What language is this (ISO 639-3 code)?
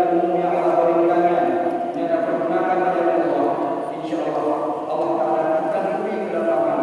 ace